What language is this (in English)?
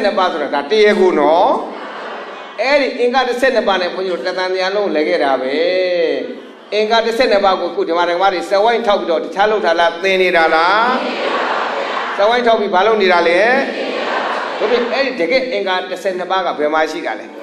Burmese